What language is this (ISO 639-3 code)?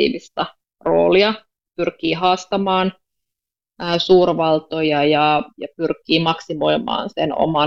fin